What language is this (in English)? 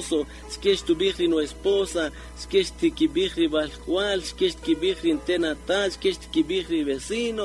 Kaqchikel